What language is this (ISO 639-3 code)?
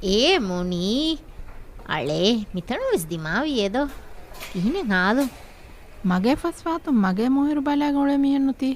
div